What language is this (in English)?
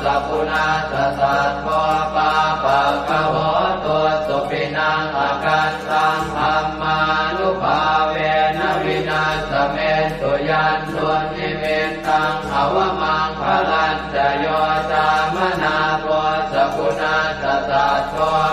Pali